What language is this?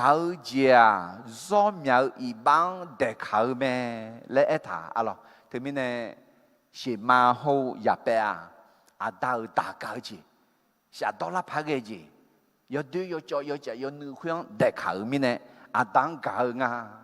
Akha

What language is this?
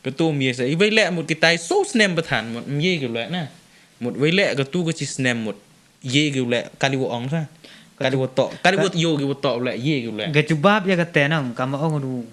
Khasi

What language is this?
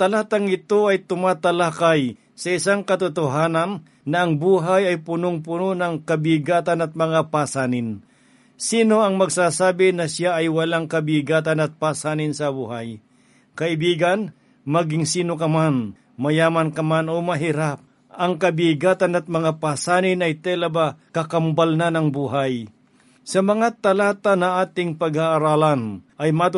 Filipino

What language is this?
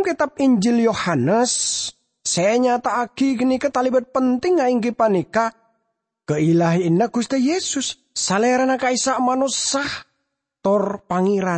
Madurese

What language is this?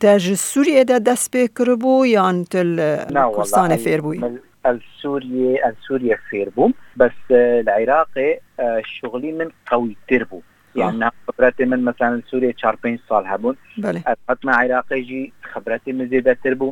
Kurdish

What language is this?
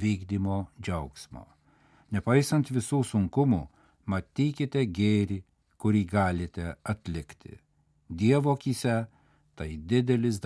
Lithuanian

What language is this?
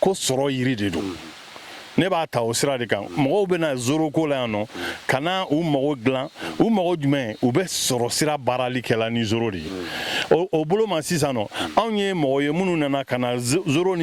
Bambara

